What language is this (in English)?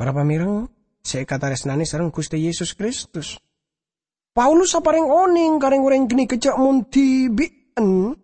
Madurese